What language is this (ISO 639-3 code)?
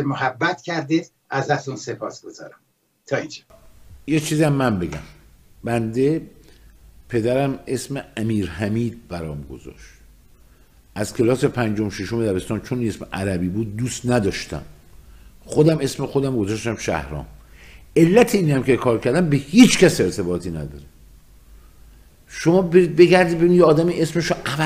fas